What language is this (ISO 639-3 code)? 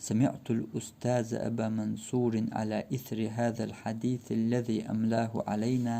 che